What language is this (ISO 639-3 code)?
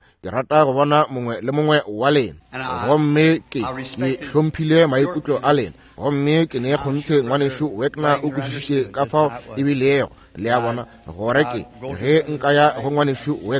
nso